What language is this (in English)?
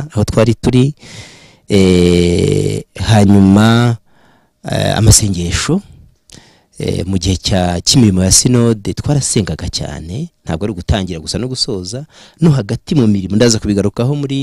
Kinyarwanda